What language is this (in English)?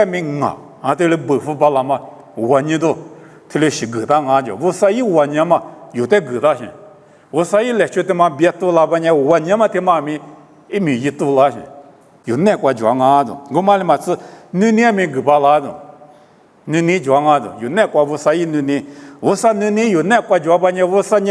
Lisu